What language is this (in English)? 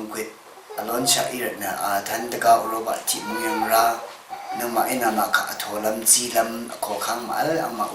Rawang